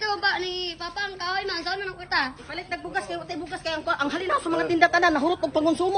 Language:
Cebuano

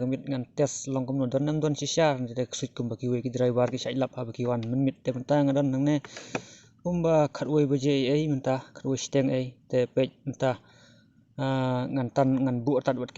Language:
Khasi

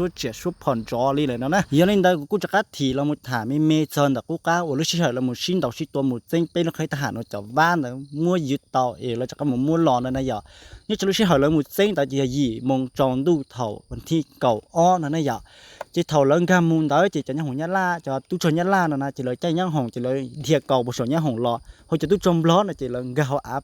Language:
Hmong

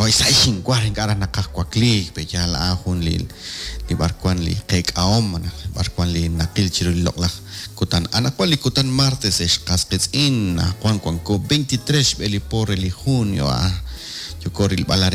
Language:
Kekchí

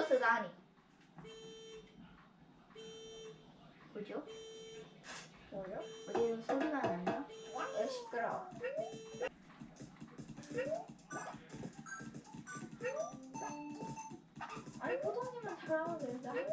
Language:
Korean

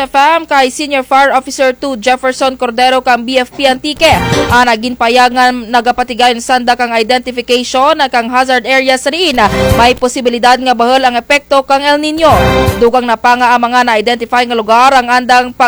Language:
Kinaray-a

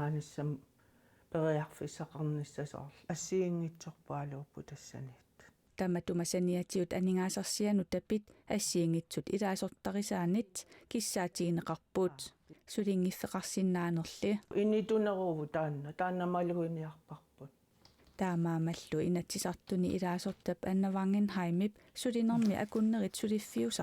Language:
Kalaallisut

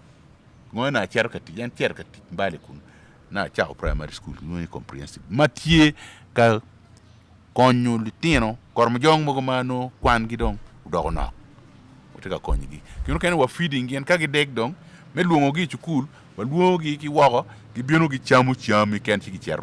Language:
Acoli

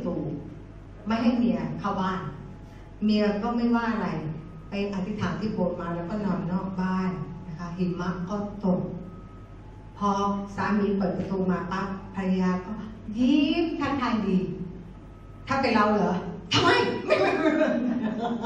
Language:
Thai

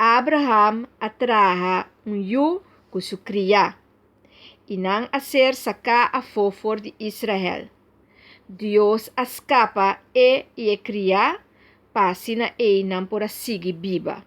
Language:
Papiamento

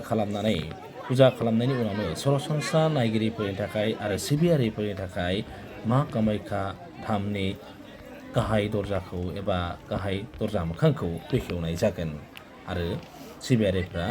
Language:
Bodo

